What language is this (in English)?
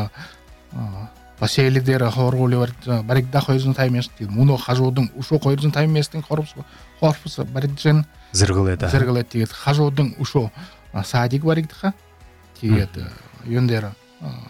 Buriat